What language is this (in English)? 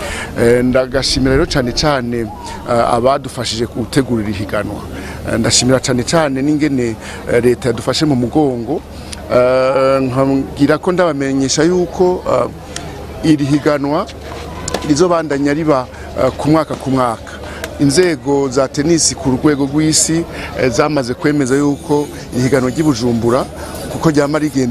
Rundi